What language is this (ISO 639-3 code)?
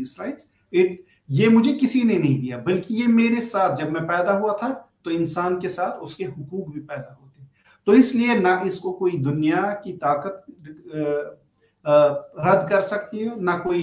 urd